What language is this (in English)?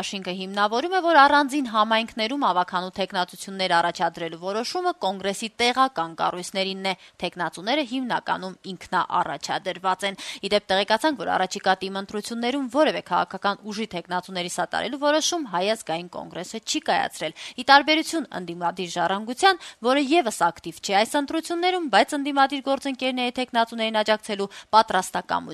Armenian